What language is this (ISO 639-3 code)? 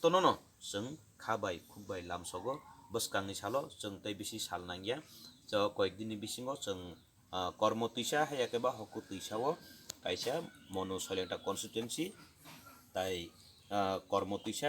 trp